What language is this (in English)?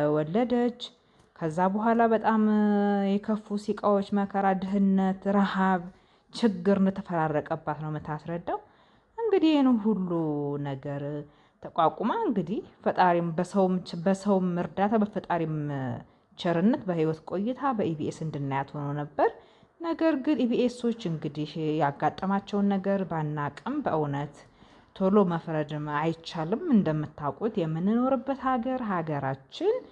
Amharic